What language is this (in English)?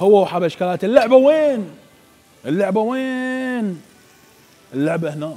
Mesopotamian Arabic